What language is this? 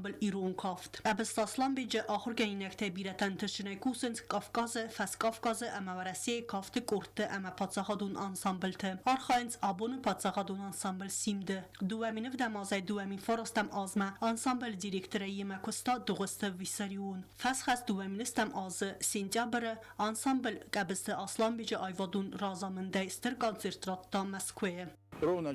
Ossetic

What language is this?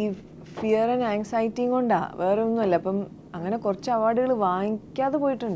Malayalam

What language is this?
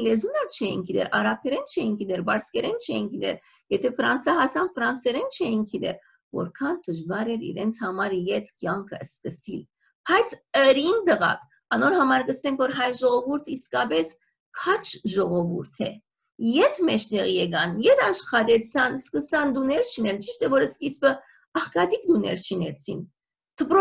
Western Armenian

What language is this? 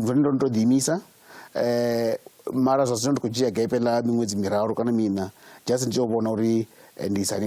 Venda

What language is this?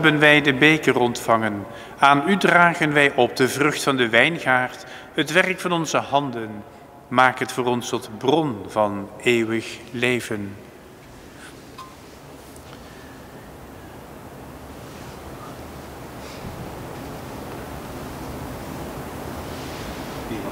Dutch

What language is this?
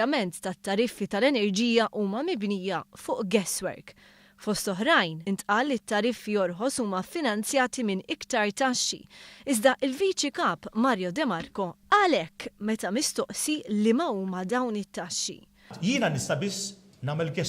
Maltese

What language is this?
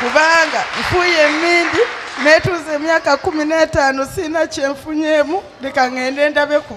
Ganda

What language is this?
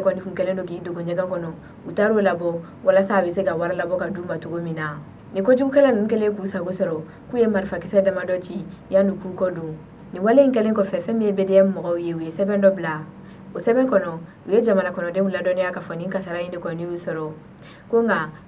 Bambara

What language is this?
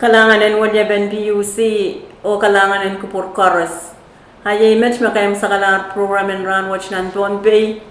Pohnpeian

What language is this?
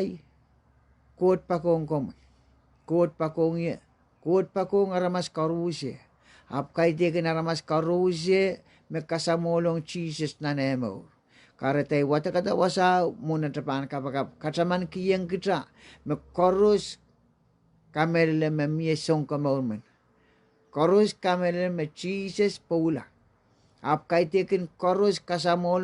Pohnpeian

